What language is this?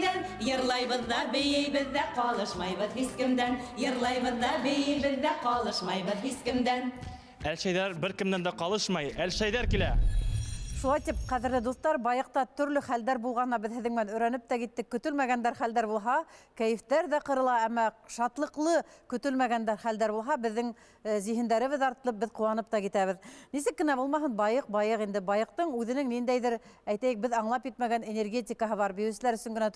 Bashkir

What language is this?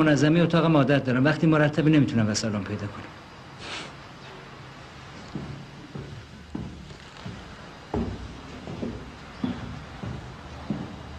Persian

